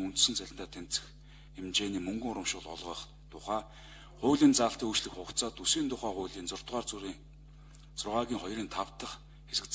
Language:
Mongolian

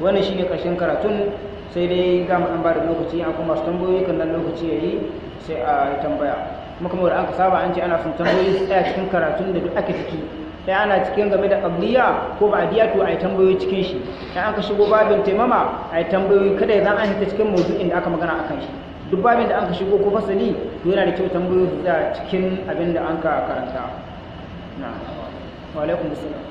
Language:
Hausa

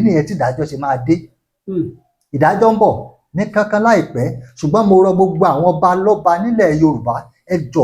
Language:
Yoruba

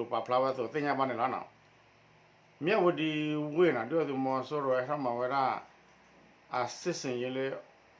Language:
S'gaw Karen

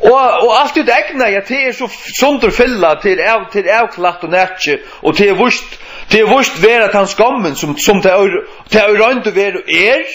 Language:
Faroese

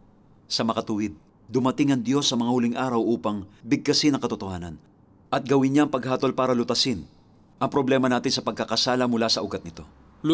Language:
Filipino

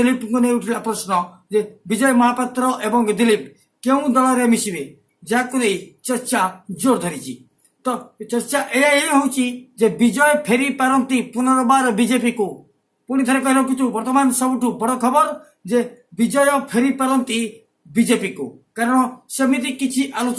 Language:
Odia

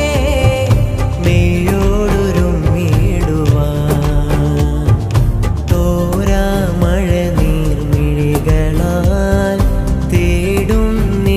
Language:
Malayalam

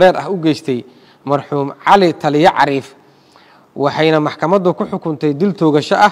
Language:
Somali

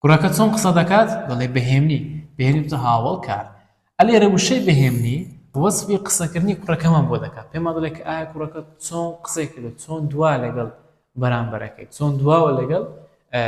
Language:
Central Kurdish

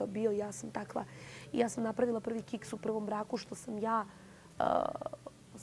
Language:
Bosnian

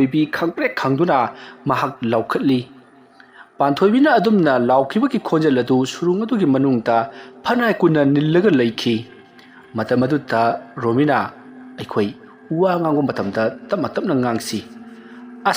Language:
Manipuri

